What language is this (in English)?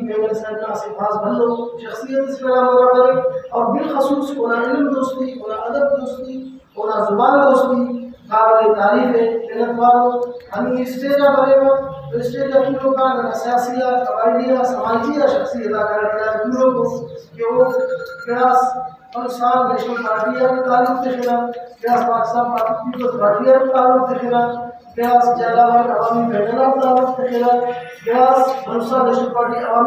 Brahui